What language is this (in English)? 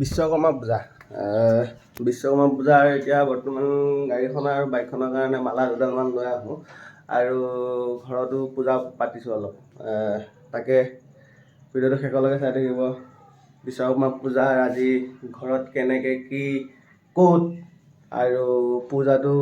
Assamese